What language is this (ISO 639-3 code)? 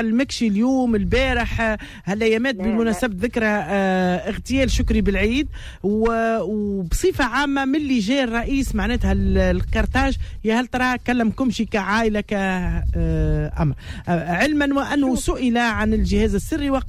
aeb